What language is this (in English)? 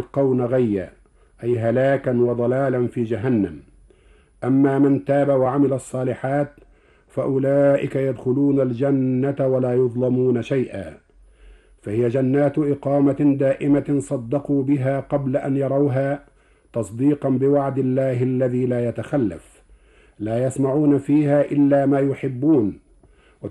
Arabic